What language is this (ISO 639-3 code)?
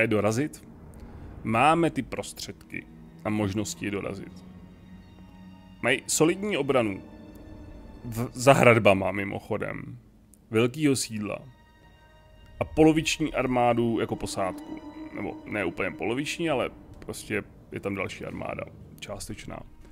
ces